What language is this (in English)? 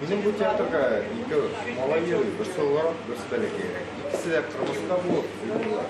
Tatar